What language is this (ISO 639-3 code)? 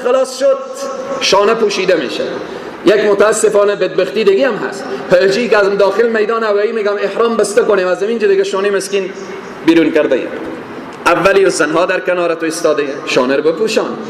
fas